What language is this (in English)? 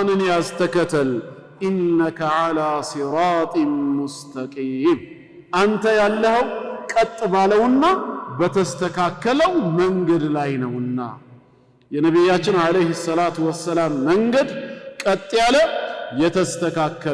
Amharic